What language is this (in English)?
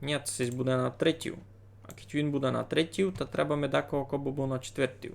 Rusyn